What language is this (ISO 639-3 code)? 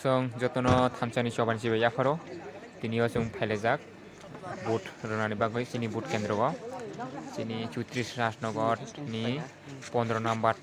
trp